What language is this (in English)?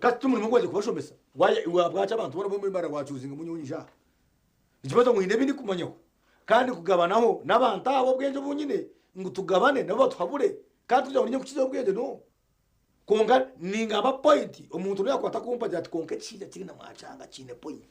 Nyankole